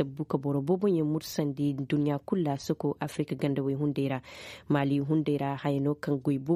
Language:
Koyraboro Senni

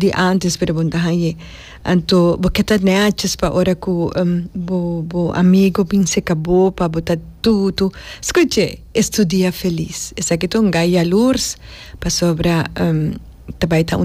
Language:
Papiamento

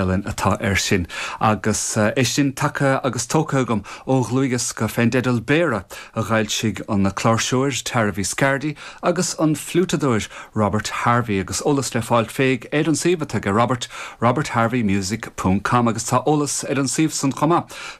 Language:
Irish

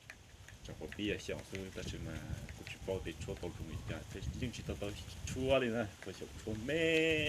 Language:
Hmong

